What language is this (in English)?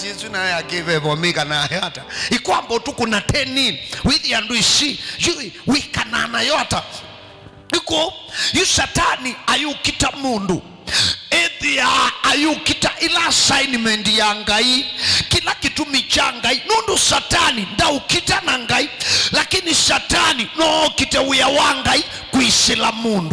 Kamba